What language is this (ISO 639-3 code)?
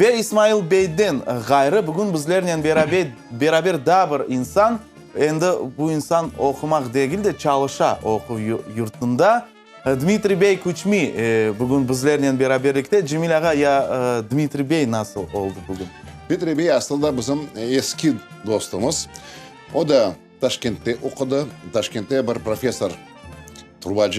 crh